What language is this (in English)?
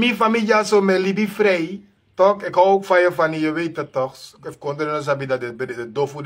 Sranan Tongo